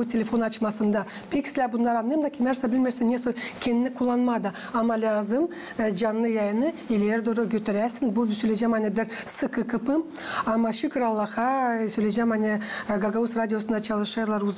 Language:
Gagauz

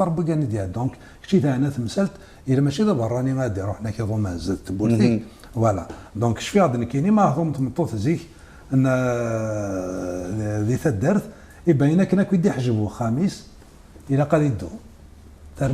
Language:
Kabyle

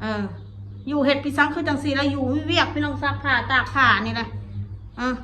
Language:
Northeastern Thai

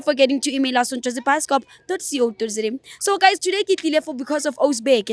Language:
Zulu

